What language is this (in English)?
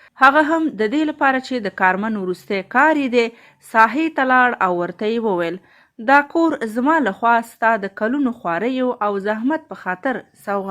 Pashto